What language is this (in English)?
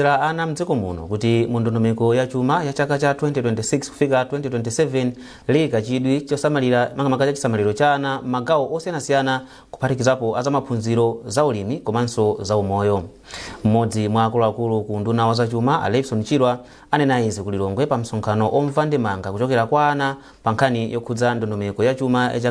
Nyanja